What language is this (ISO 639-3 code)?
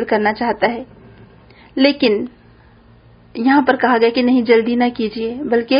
urd